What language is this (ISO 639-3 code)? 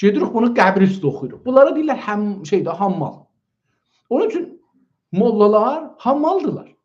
azb